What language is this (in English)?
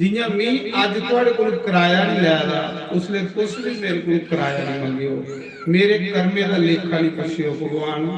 Dogri